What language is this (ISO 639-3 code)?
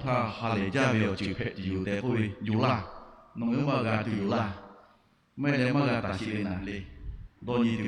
lhu